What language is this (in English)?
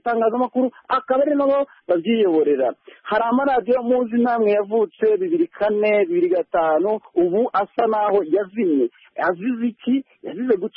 Kinyarwanda